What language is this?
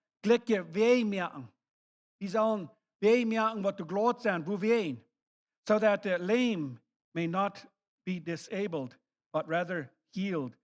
Plautdietsch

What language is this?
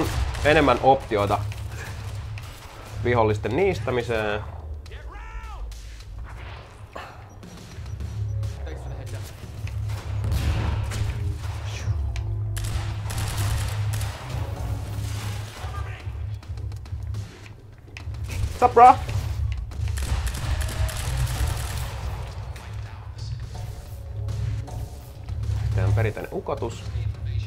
Finnish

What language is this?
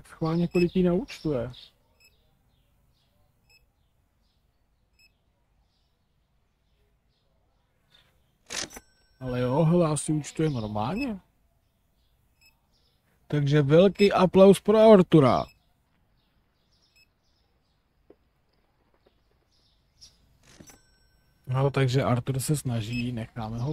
Czech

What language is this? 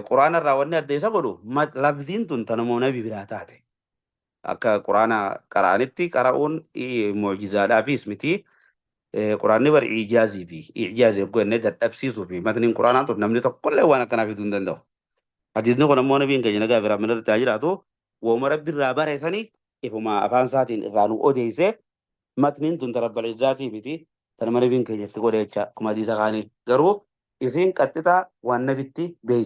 Oromo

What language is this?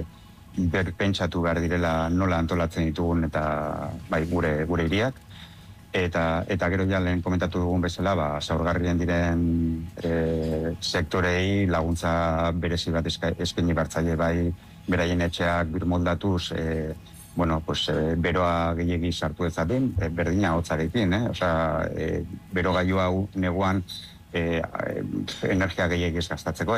Basque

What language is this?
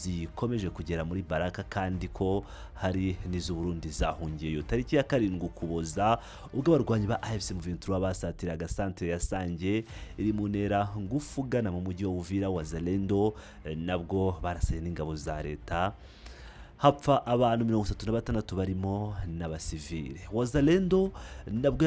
Kinyarwanda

